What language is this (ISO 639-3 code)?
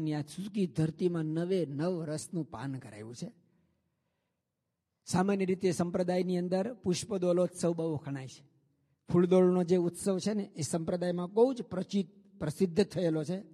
guj